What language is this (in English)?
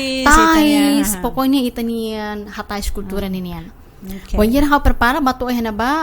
Tetum